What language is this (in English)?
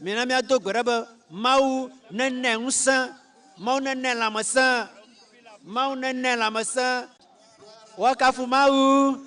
Ewe